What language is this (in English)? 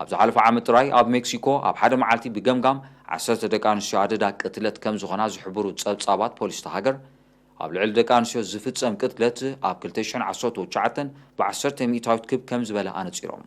Tigrinya